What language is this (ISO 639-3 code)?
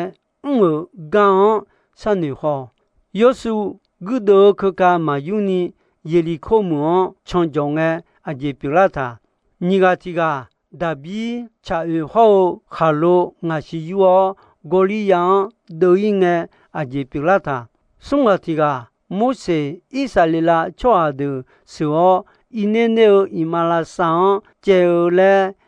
ahk